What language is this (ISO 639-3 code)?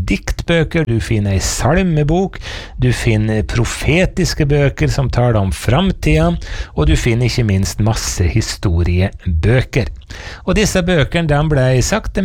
nor